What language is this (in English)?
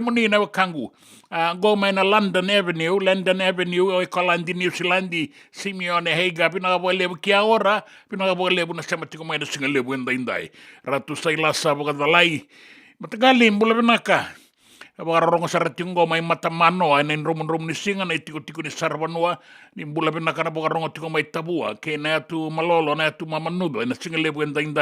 Fijian